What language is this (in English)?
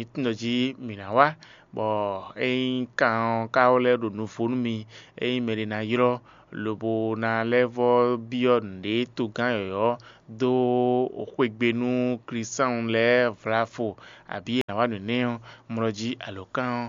Fon